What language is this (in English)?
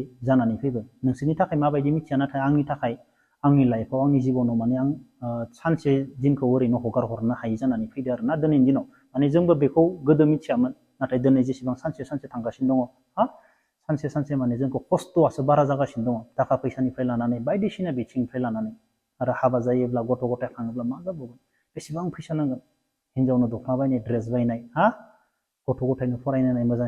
Bodo